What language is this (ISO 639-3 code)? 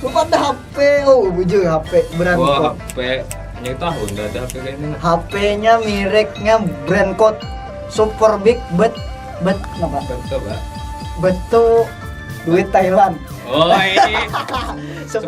bjn